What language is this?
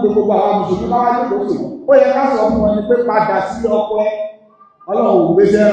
Yoruba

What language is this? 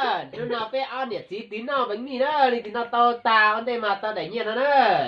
Hmong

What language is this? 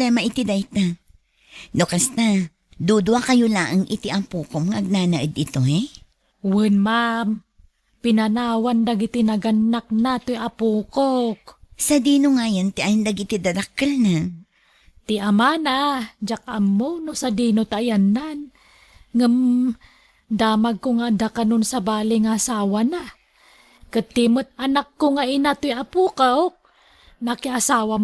Iloko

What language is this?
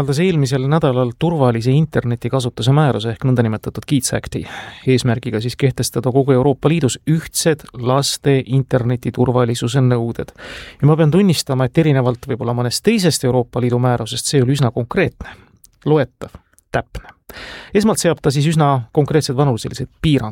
Estonian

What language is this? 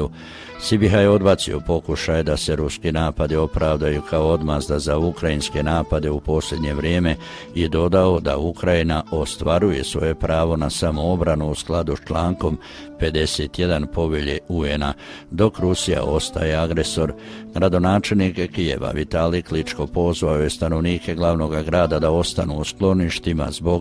Croatian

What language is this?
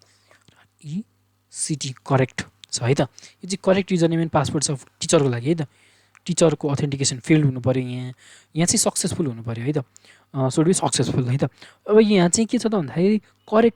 Nepali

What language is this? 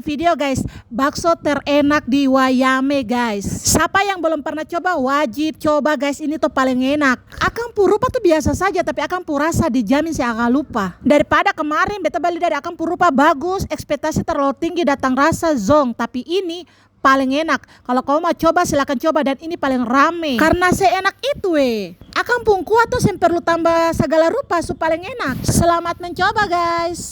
Ambonese Malay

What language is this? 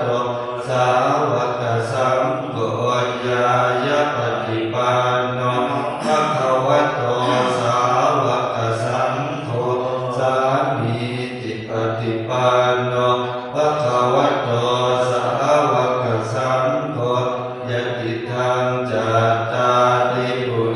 Pali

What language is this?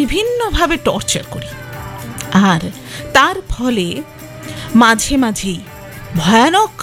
Bangla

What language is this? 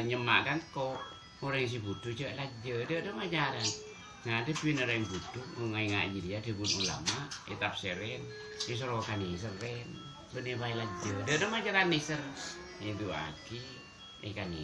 Madurese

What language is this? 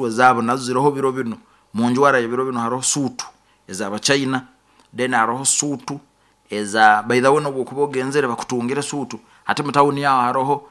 Nyoro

